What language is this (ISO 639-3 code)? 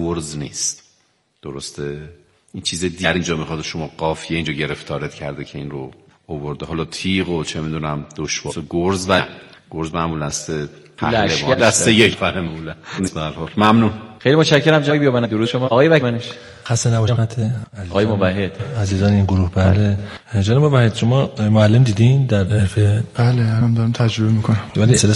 fas